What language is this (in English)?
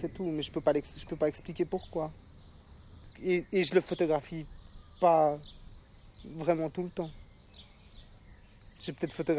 French